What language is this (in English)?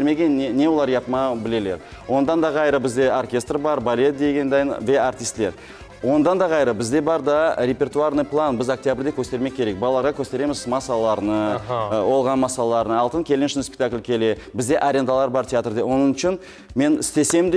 Crimean Tatar